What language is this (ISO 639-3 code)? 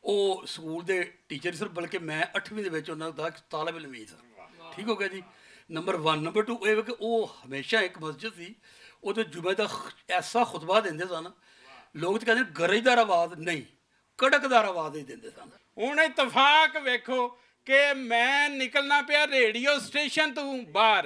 lah